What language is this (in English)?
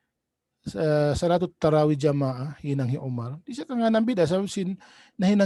Tausug